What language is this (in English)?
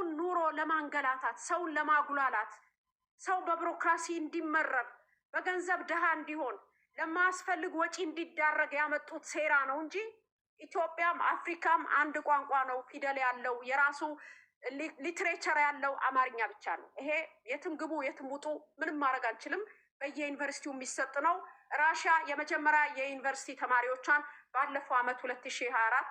Amharic